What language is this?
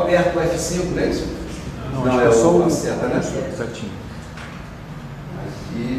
Portuguese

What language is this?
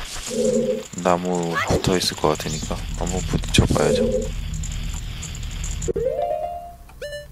Korean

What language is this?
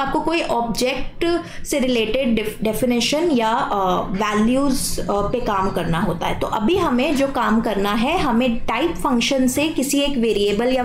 Hindi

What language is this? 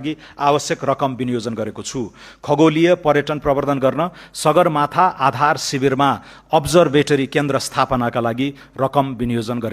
Nepali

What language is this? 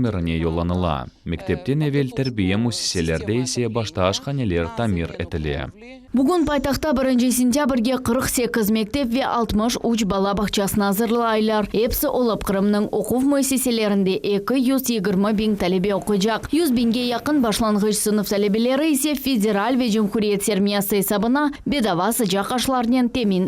Crimean Tatar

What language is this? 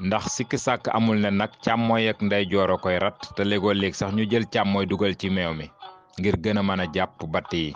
Wolof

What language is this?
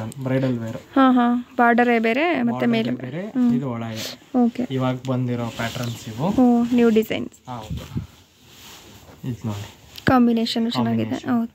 Kannada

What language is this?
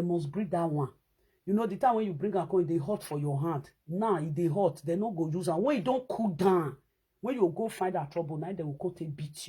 Nigerian Pidgin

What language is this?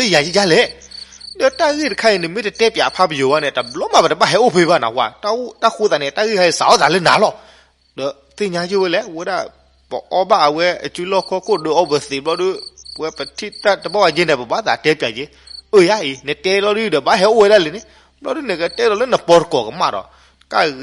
S'gaw Karen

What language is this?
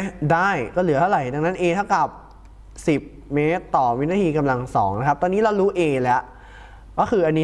Thai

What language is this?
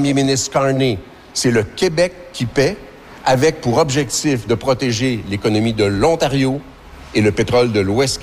French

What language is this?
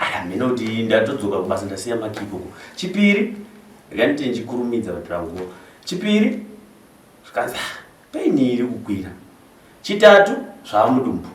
Shona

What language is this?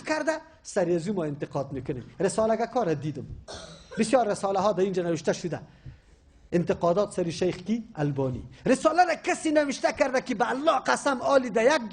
Persian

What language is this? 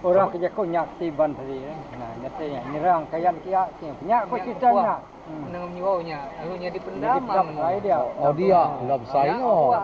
Iban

